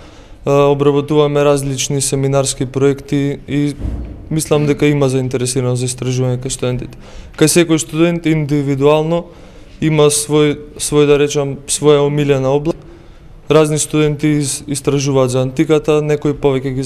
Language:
Macedonian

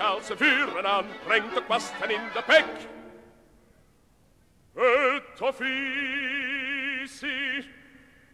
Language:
Dutch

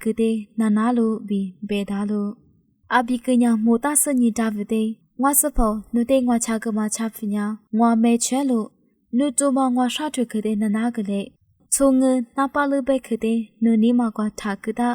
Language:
Lisu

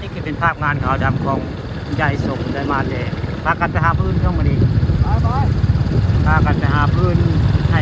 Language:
Northeastern Thai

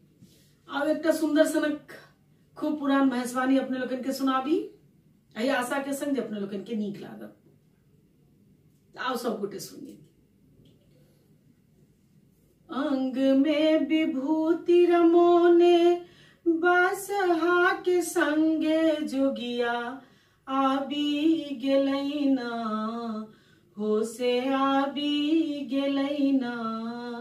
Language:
Maithili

